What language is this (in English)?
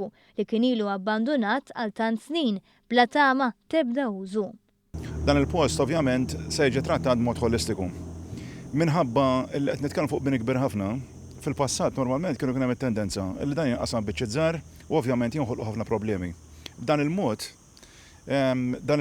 Maltese